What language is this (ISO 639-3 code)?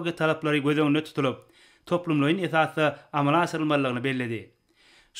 tuk